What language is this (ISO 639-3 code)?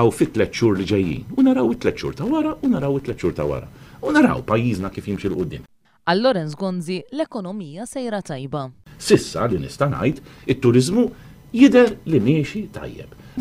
mlt